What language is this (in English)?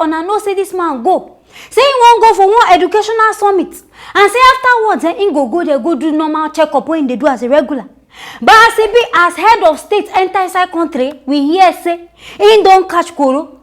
Nigerian Pidgin